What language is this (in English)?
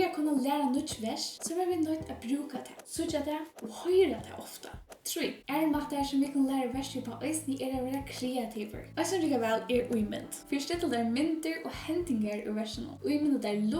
Faroese